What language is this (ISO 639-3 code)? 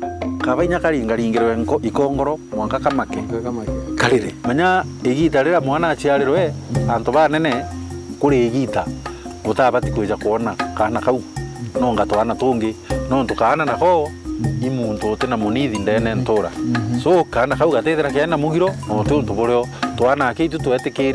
mer